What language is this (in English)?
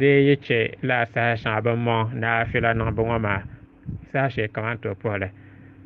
Dagbani